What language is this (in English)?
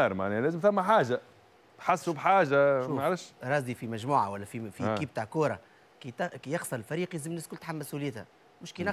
Tunisian Arabic